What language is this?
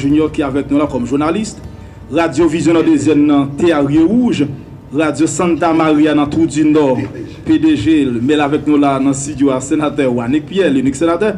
Haitian Creole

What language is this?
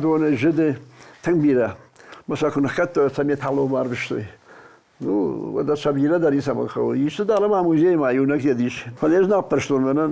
Ossetic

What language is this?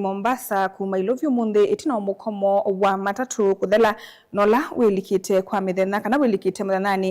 Kamba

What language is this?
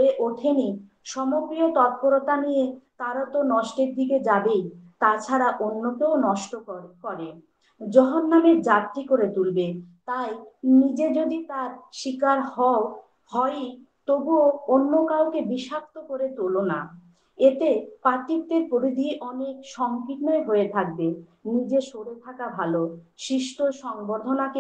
Bangla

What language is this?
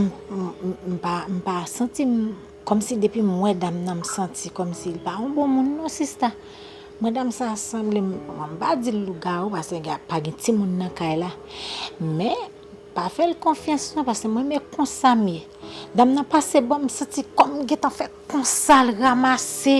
Haitian Creole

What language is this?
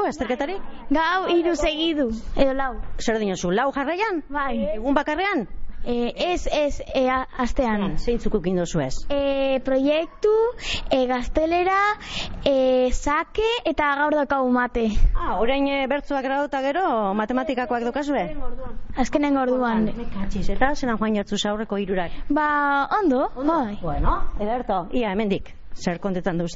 Basque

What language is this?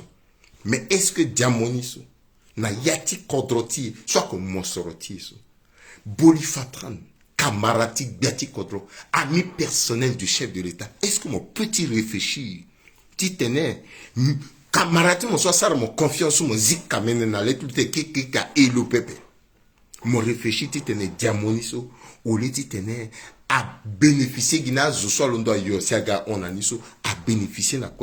Sango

